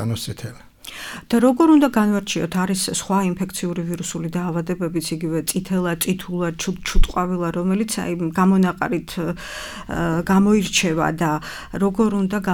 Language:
Georgian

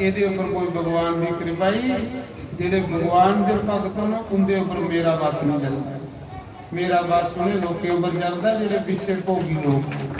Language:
Dogri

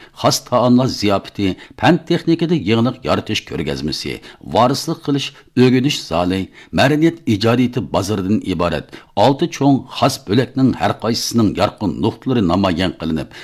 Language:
Uyghur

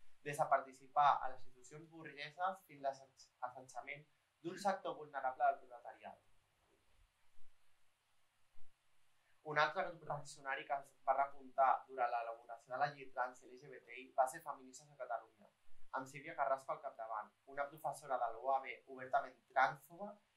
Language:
Catalan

